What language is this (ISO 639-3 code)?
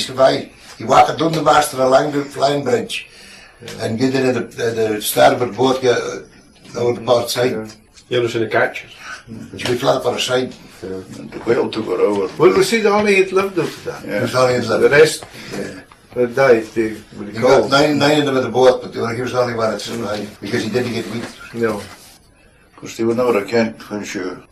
sco